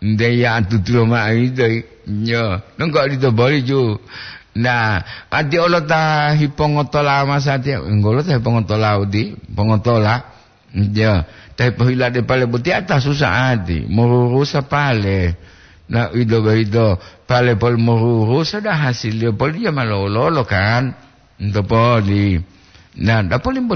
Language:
Gorontalo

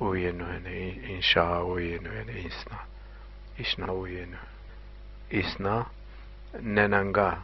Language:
Zaza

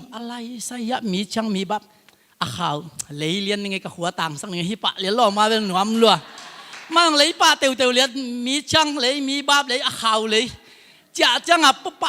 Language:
Tedim Chin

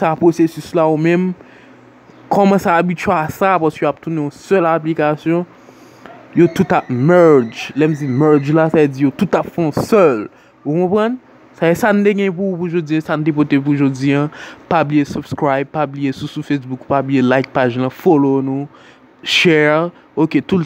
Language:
Haitian Creole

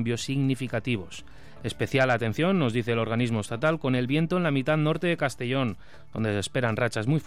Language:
Spanish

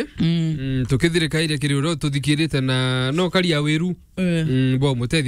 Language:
Meru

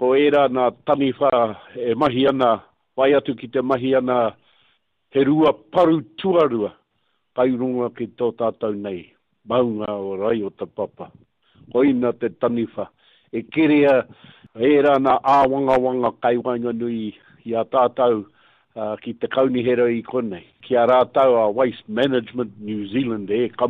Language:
Māori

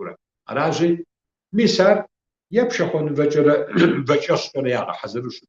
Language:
Kabardian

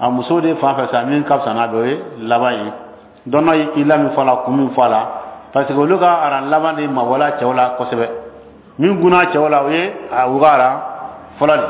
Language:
Bambara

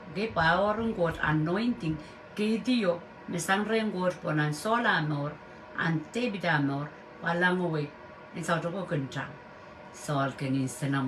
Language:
Pohnpeian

